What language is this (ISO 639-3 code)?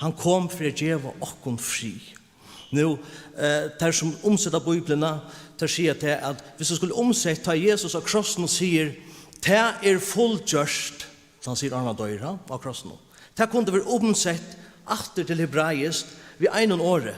fao